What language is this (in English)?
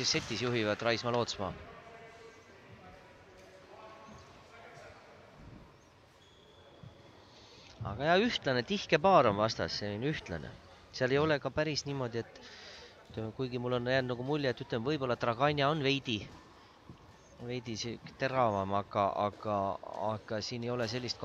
Estonian